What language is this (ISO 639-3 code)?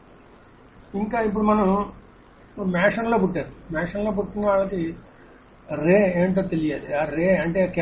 tel